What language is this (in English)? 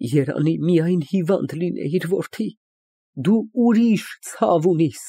Armenian